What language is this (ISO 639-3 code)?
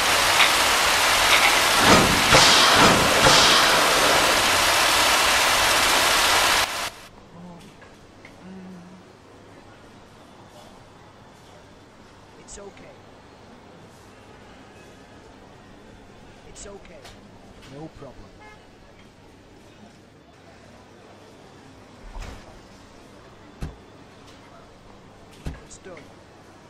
eng